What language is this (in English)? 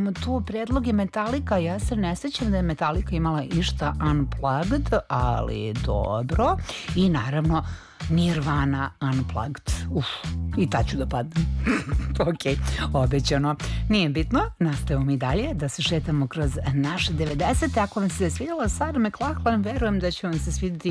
Serbian